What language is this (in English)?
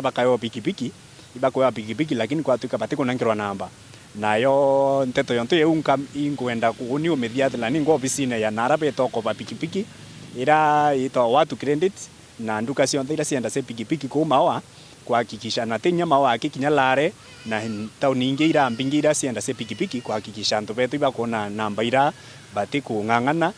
Meru